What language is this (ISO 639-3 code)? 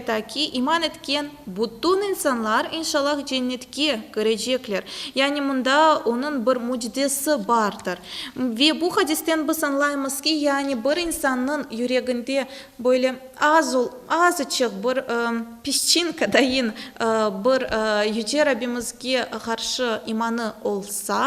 crh